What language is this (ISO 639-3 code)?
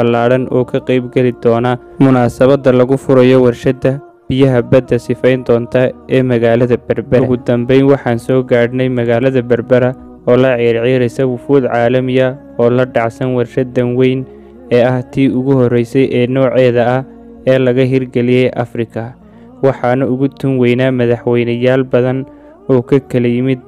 som